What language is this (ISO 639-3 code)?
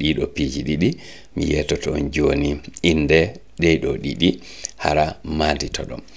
ful